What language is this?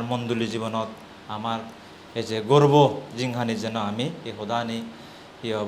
Chakma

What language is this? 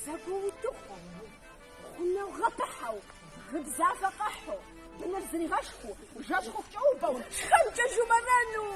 Kabardian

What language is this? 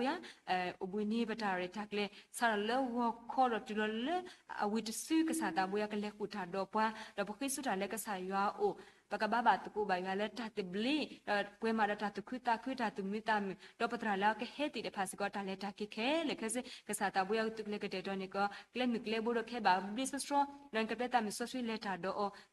S'gaw Karen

